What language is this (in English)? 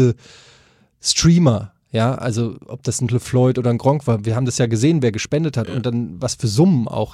German